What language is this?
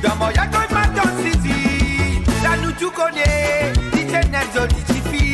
Morisyen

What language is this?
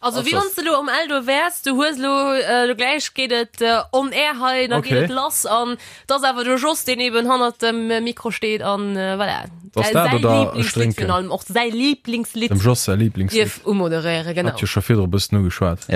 Luxembourgish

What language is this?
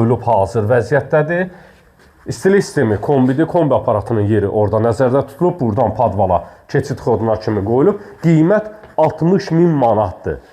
Azerbaijani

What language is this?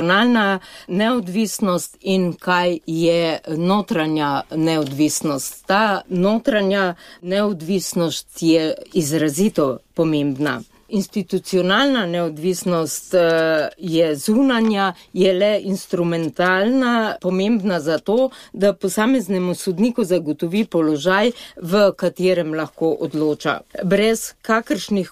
Slovenian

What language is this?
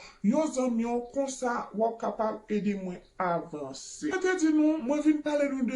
Haitian Creole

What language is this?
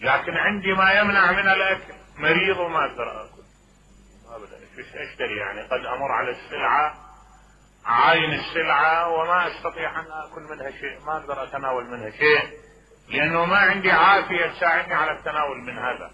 Mesopotamian Arabic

